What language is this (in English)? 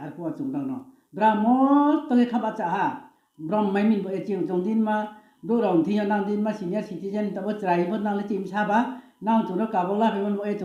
Riang (India)